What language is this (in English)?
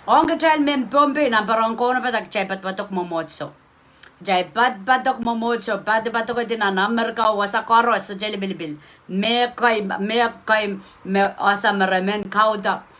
Pohnpeian